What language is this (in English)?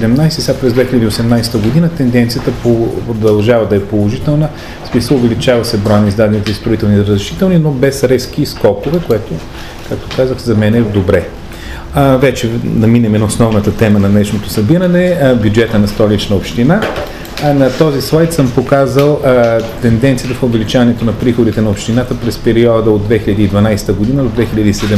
Bulgarian